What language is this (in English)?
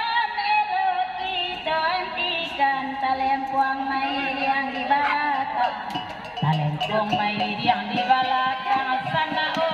Minangkabau